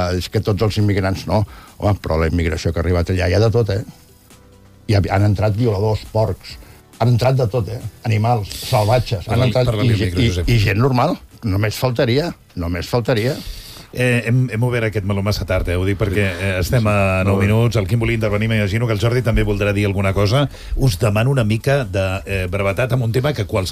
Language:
Catalan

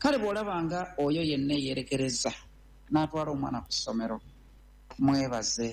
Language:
Ganda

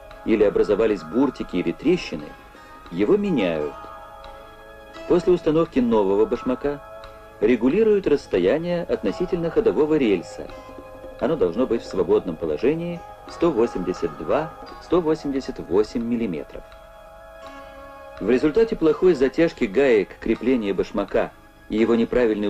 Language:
Russian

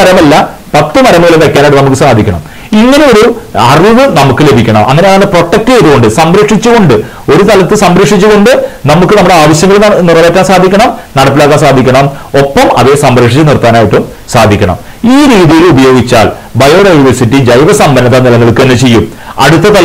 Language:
Malayalam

